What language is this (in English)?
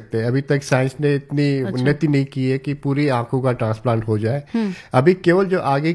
Hindi